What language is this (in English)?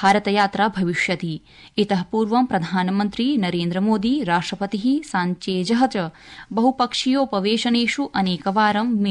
Sanskrit